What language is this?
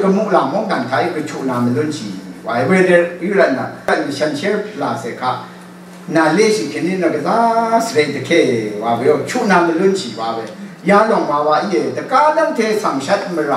Rawang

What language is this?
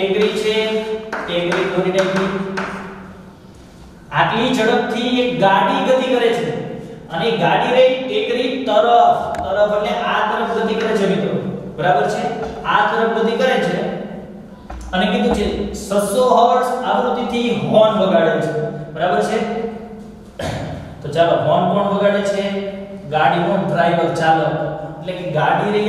Gujarati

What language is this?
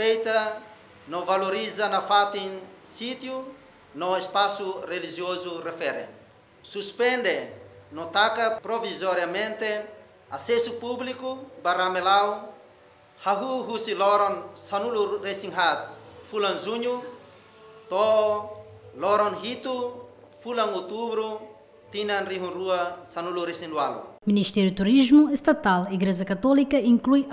Tetum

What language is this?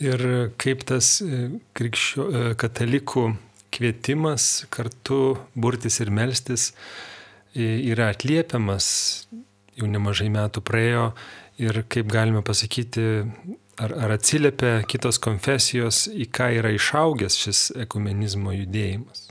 Lithuanian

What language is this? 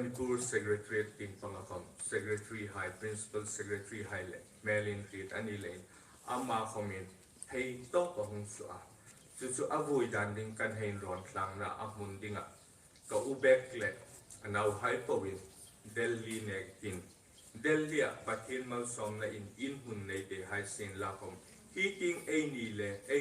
Hmar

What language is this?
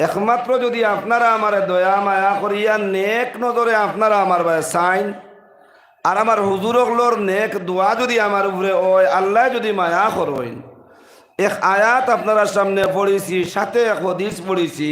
Sylheti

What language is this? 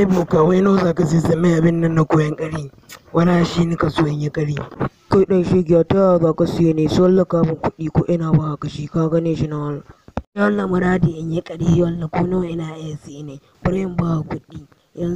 Hausa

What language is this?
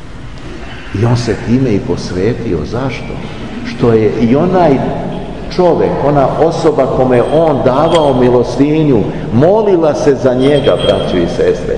Serbian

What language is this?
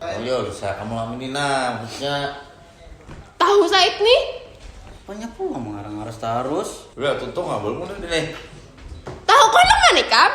Banjar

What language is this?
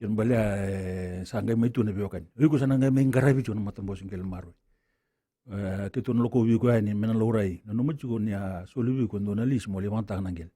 Fijian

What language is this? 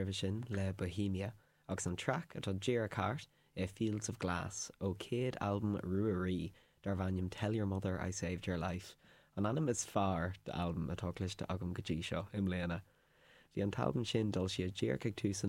Irish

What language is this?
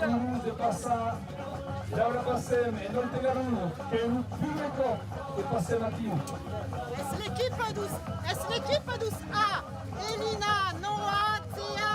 Occitan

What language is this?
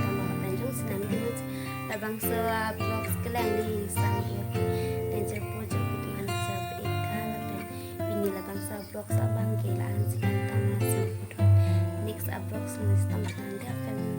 Karbi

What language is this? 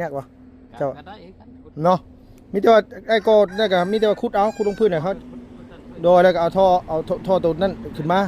Lao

